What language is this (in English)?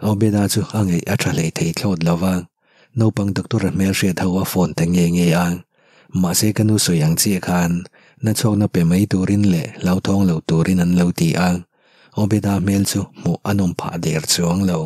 Mizo